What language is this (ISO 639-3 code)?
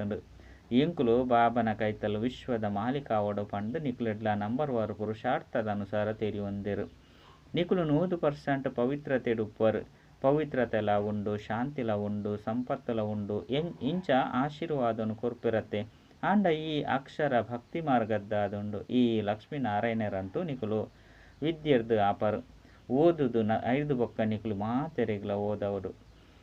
tcy